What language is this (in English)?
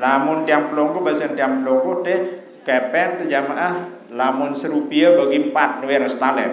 Sasak